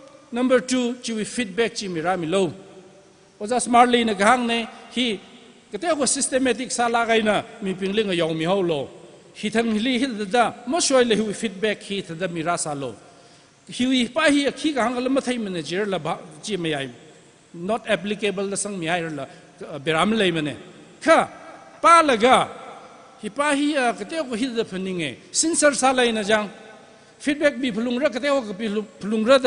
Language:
Tangkhul Naga (India)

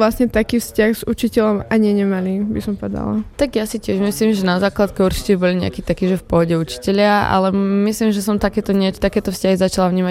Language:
Slovak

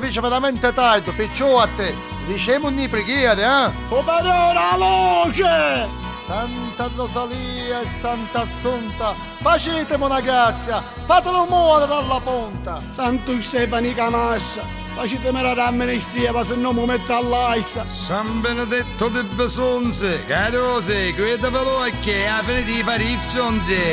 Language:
Neapolitan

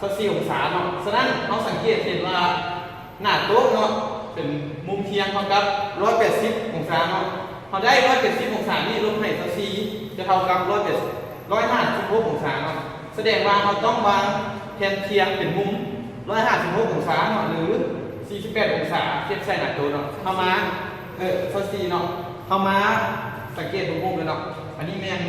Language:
Lao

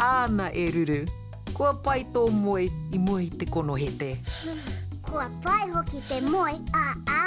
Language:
Māori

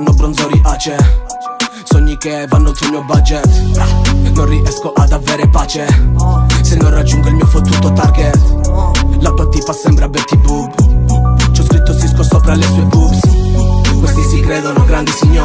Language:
Italian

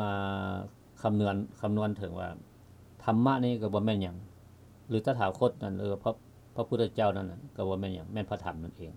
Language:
Lao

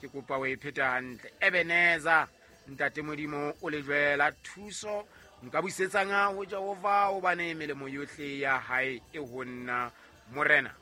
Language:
Southern Sotho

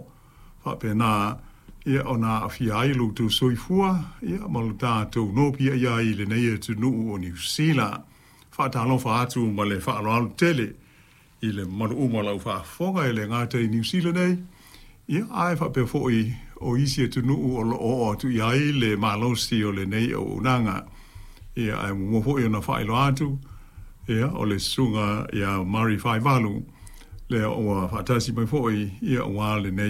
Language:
Samoan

